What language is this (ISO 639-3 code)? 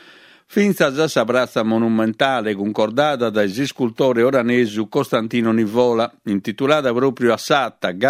srd